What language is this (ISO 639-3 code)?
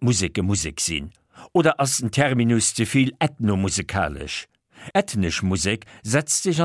ltz